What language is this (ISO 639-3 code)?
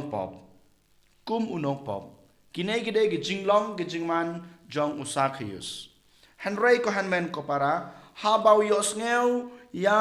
kha